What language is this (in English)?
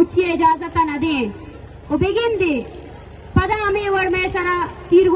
Eastern Balochi